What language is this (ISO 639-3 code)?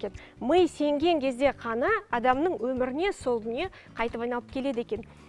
kaz